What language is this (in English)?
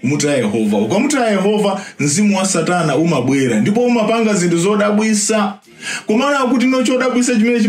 Nyanja